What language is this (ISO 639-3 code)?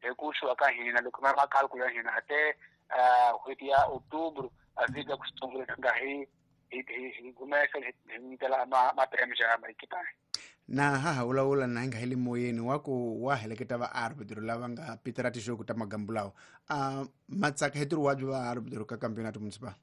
tso